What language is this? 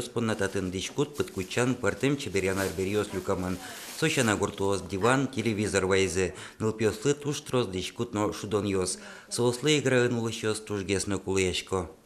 Udmurt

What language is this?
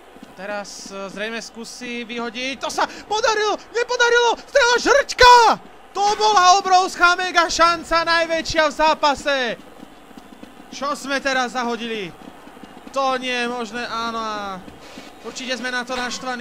Slovak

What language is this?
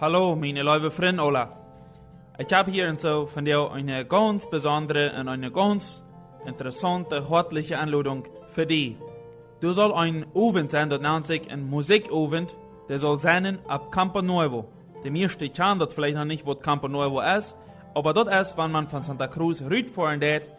Plautdietsch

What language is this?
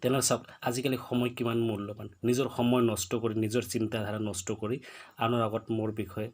Assamese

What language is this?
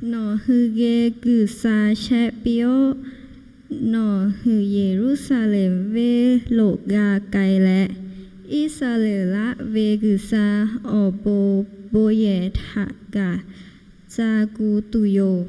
Lahu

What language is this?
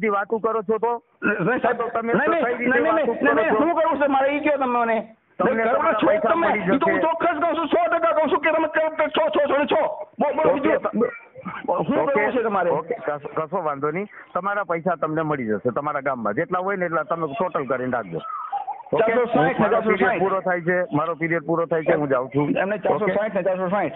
Gujarati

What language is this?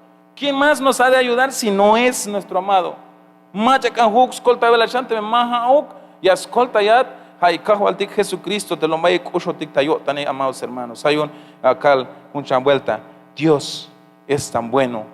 Tzeltal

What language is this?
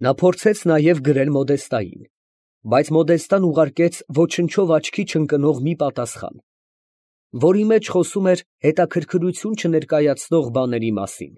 Armenian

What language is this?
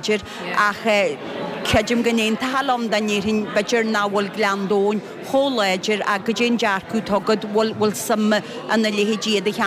Irish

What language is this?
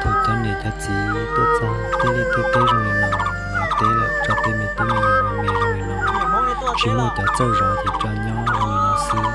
Hmong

